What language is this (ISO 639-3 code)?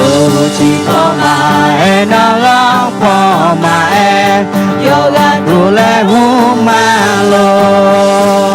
ahk